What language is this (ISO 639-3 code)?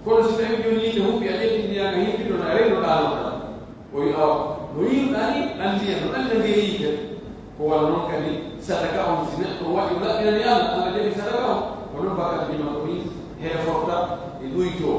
fuf